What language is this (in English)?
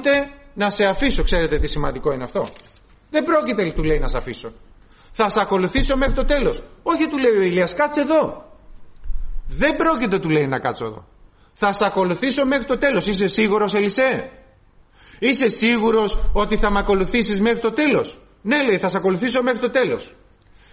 Greek